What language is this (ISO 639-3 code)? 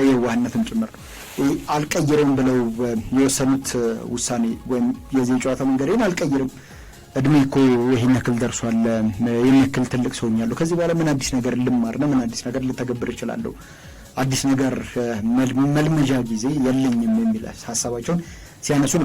amh